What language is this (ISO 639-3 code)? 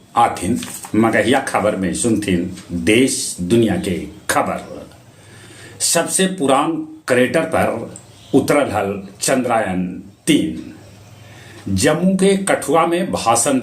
mag